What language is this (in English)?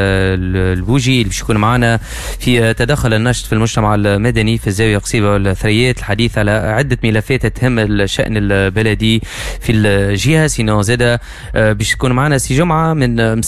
Tunisian Arabic